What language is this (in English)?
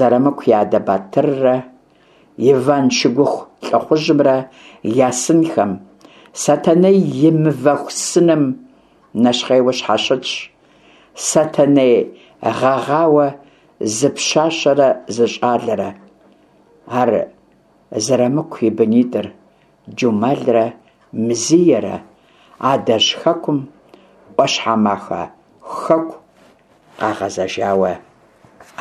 Kabardian